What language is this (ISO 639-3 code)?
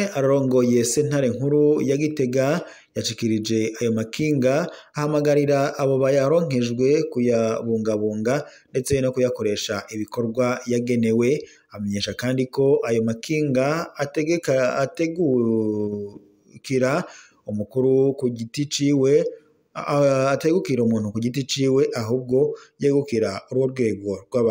run